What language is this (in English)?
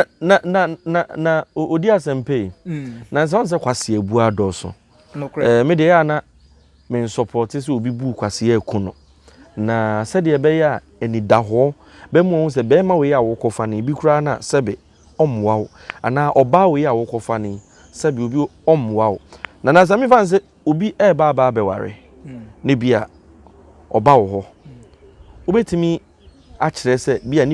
Akan